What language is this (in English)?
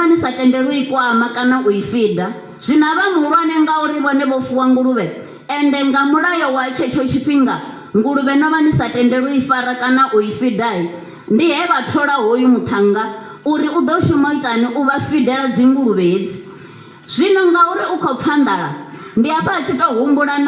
Venda